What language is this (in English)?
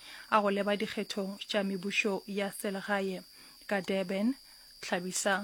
Northern Sotho